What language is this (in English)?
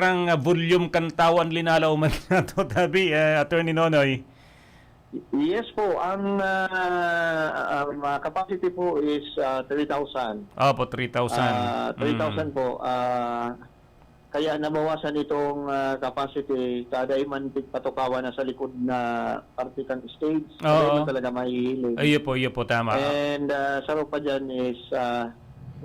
Bikol